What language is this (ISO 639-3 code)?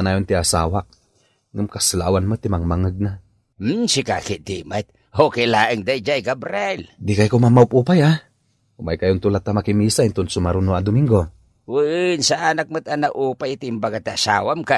ilo